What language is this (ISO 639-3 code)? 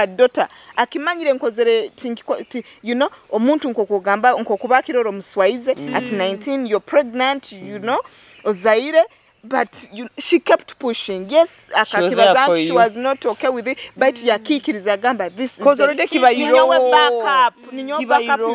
nyo